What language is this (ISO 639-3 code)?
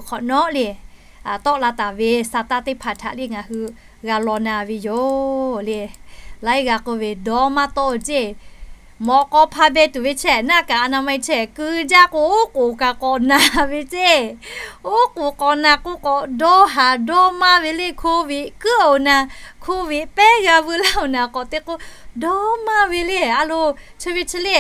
lhu